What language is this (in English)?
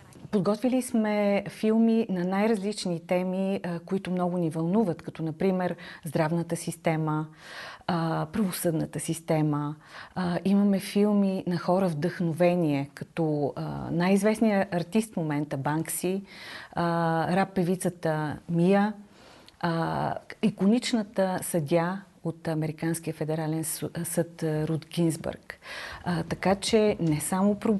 Bulgarian